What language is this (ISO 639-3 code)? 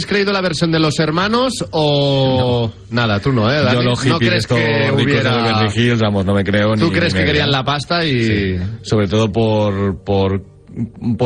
spa